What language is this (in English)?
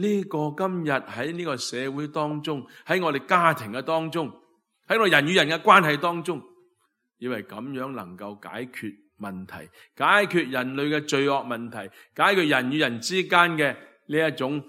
Cantonese